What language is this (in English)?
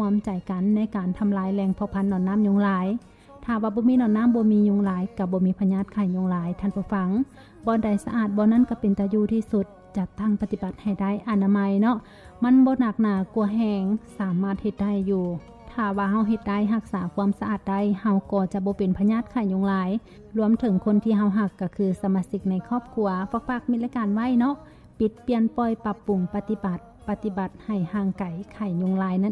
Lao